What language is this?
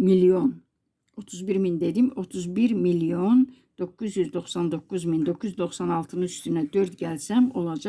Azerbaijani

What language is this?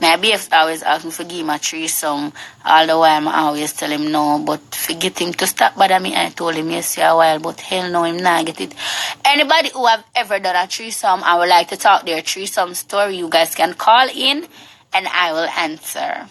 Jamaican Creole English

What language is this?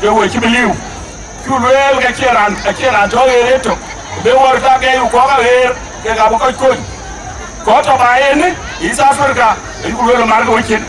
Dinka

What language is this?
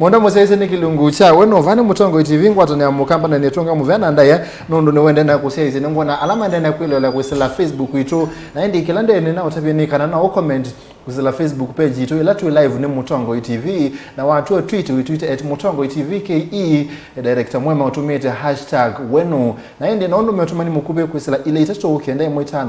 Kamba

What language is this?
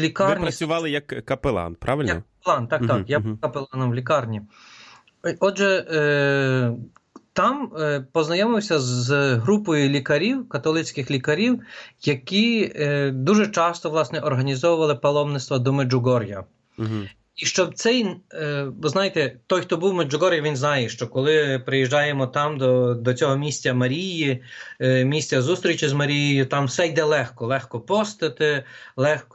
Ukrainian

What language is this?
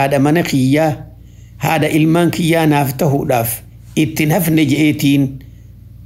Oromo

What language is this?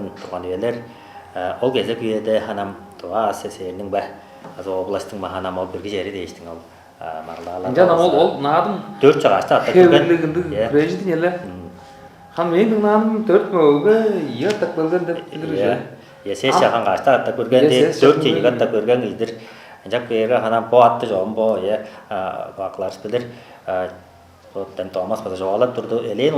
Tuvinian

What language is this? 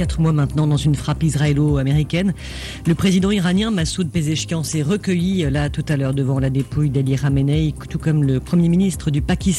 French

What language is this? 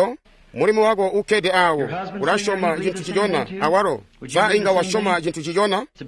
Tonga (Zambia)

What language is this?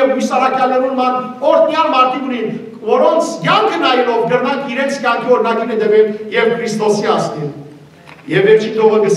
Western Armenian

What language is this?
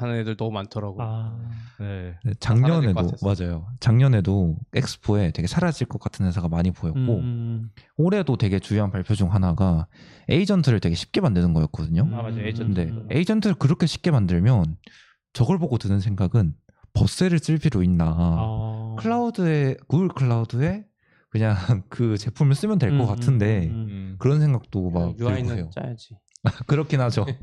Korean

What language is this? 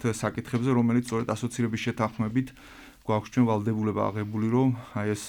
Georgian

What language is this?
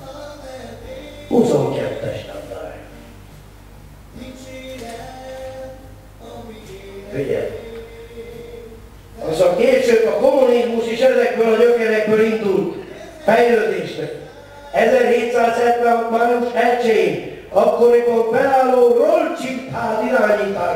Hungarian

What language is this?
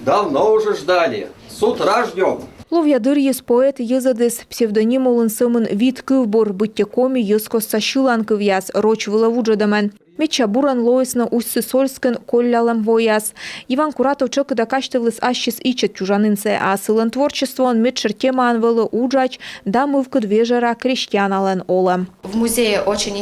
Komi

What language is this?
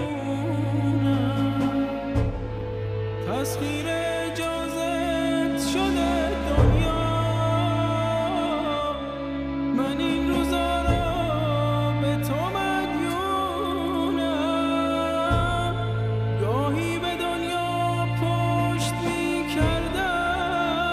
Persian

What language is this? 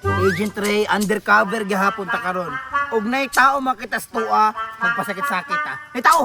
Cebuano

